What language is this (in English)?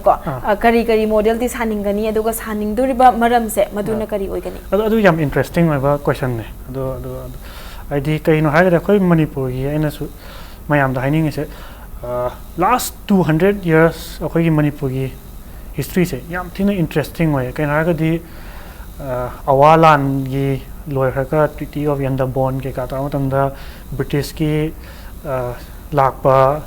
Manipuri